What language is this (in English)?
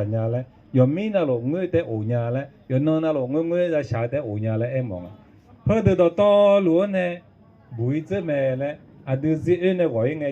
Akha